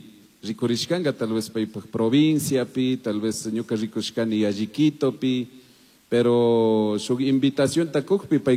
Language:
Chimborazo Highland Quichua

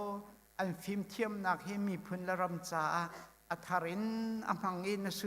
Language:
Hakha Chin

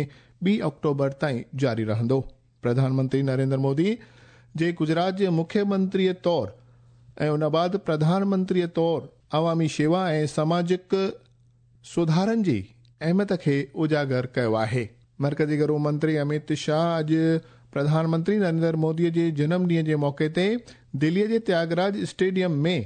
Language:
Sindhi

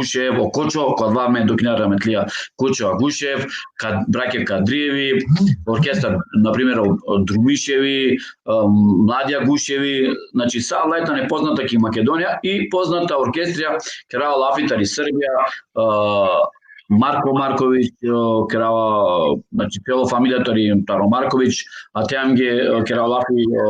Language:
Balkan Romani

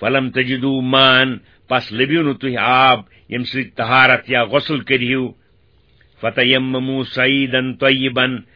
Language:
Kashmiri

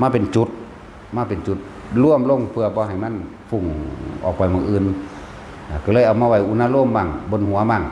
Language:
Northeastern Thai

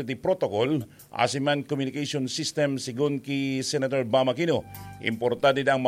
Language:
Bikol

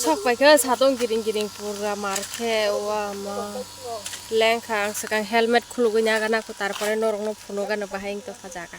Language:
Kok Borok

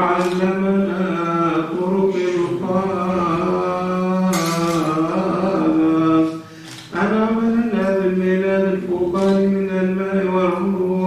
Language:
Arabic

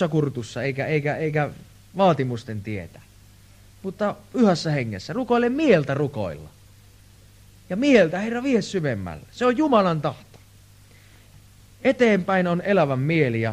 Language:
Finnish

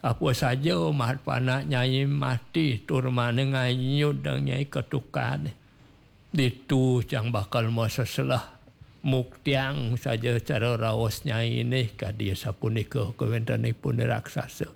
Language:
Balinese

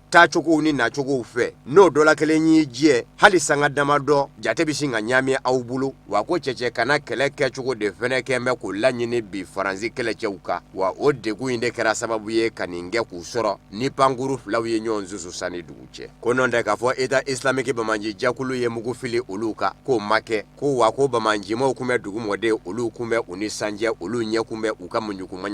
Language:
Bambara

